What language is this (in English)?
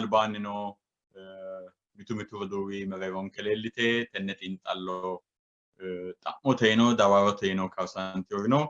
Sidamo